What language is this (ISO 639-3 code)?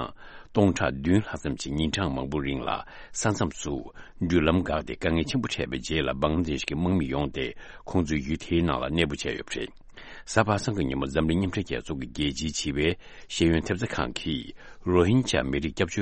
bod